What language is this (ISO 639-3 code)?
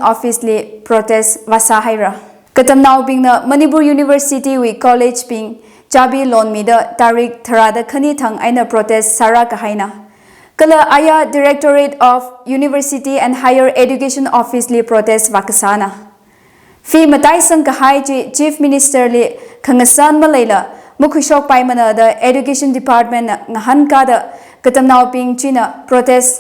nmf